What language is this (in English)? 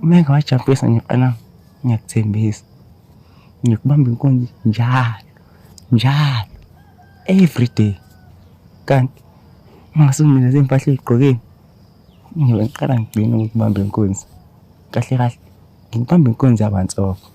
Zulu